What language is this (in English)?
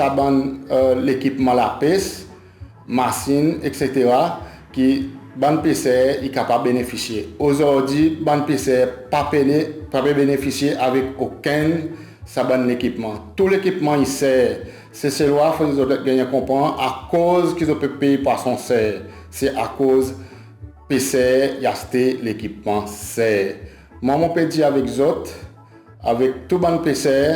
Seselwa Creole French